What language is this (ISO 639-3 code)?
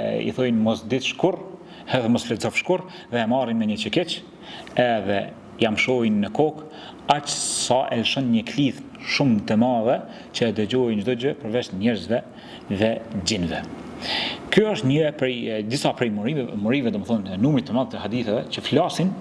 sqi